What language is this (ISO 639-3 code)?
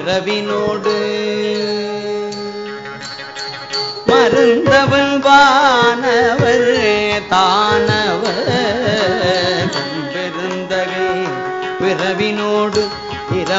tam